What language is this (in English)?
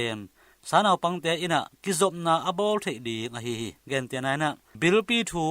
Tedim Chin